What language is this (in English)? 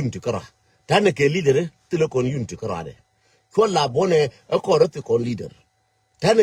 Nuer